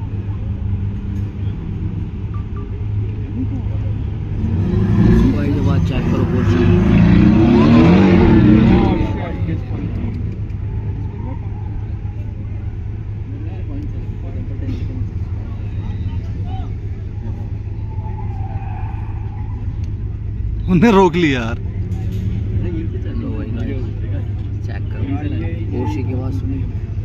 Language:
Hindi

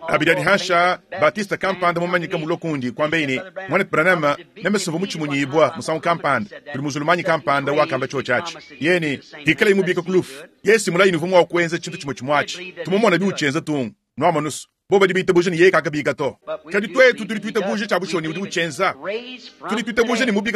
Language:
Luba-Lulua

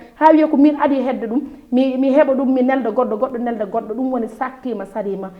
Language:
Fula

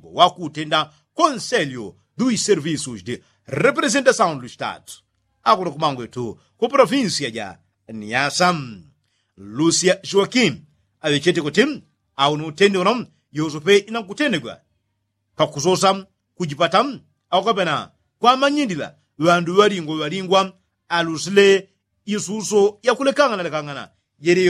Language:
Yao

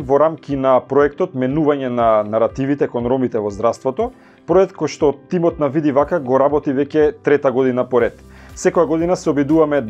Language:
Macedonian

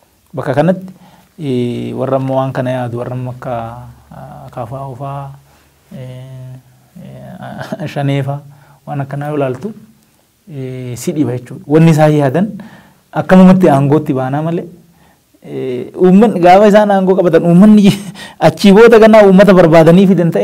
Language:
Oromo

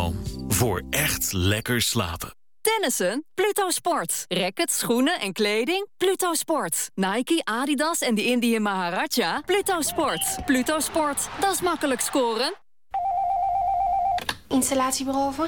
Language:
Dutch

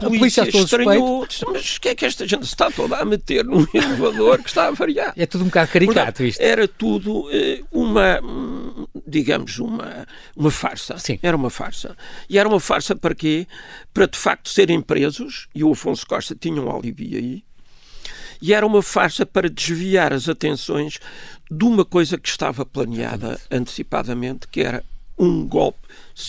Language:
Portuguese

